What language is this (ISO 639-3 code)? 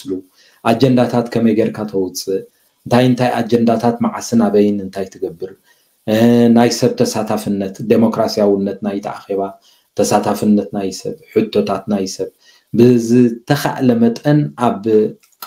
tir